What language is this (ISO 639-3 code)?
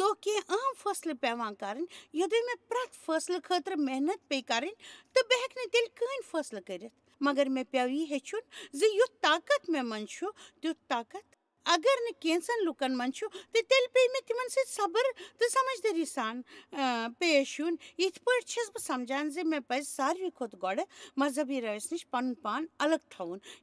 kas